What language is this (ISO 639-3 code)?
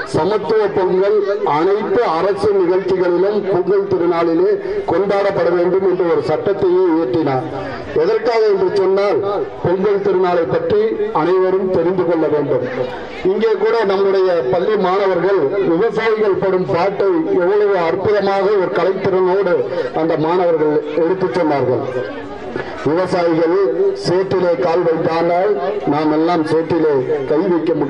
tam